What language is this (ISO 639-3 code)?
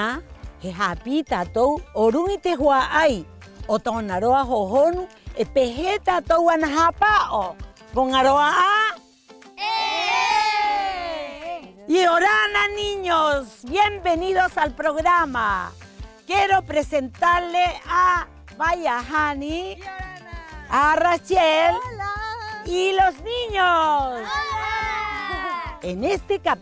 rap